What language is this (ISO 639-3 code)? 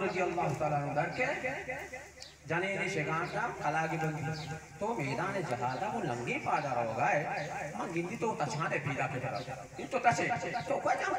bal